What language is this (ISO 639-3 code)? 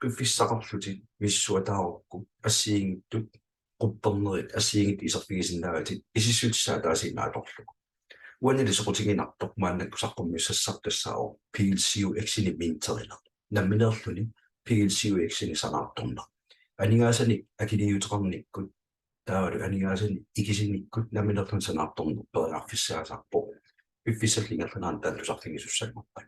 kal